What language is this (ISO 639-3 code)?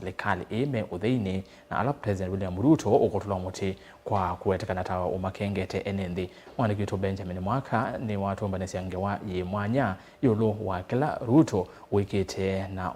kam